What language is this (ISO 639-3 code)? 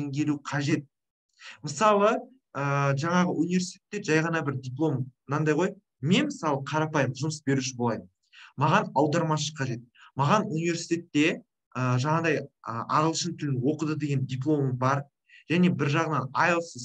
kaz